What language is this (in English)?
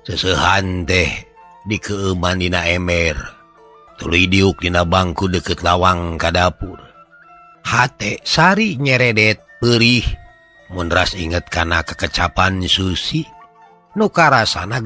Sundanese